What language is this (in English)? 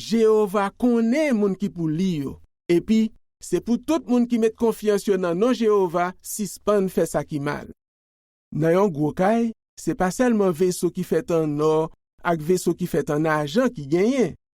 Haitian Creole